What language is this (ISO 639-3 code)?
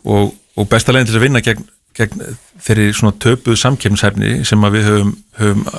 isl